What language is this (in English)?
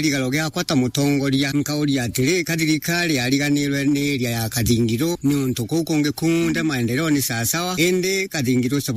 Meru